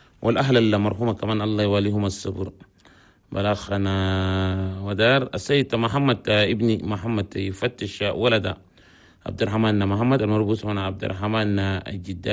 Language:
Chadian Arabic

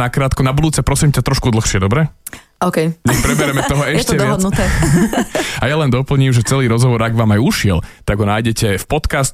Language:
Slovak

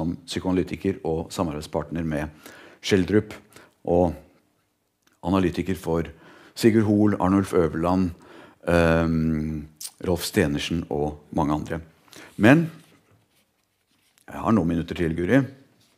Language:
Norwegian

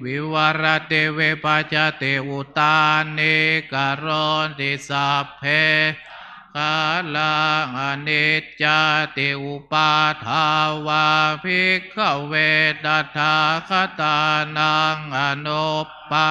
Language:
Pali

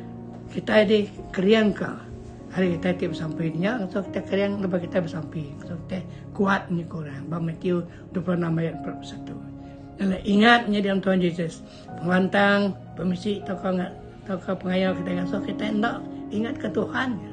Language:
Iban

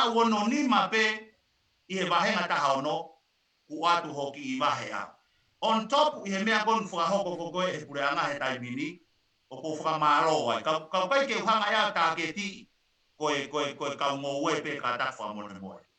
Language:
Tongan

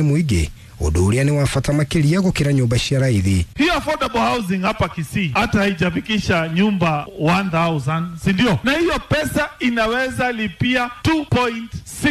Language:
Kikuyu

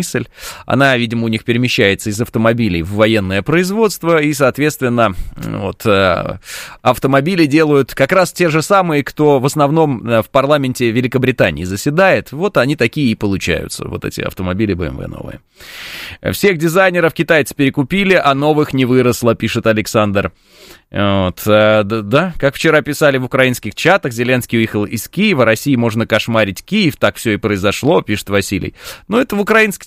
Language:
Russian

